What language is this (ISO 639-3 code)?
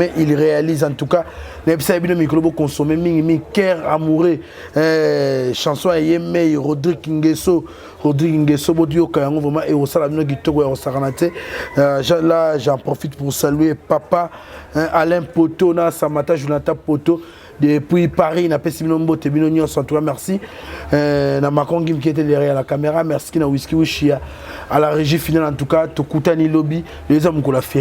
lin